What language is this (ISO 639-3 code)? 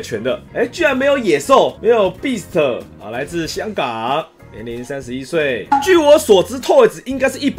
zho